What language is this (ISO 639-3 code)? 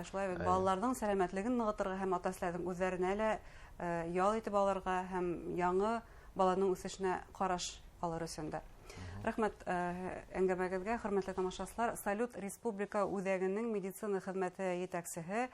bak